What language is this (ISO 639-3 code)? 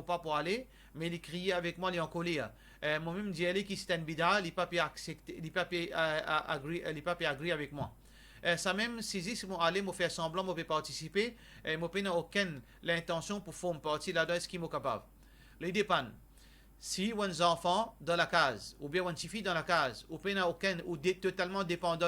mfe